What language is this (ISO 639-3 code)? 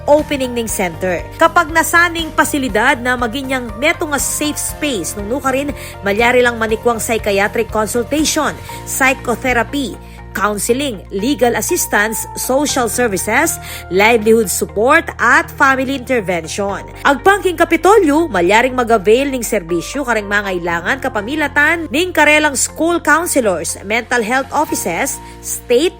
pam